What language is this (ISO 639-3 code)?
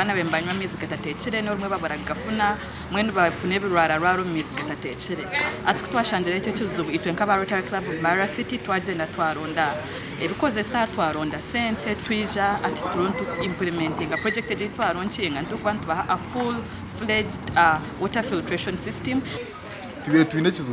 nyn